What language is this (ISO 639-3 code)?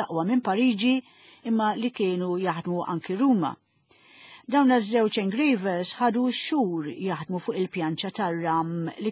mlt